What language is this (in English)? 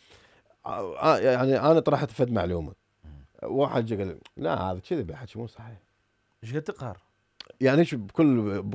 Mesopotamian Arabic